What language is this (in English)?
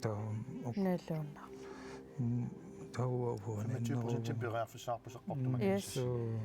Kalaallisut